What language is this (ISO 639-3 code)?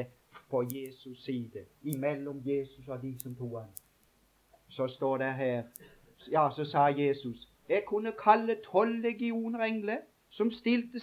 nor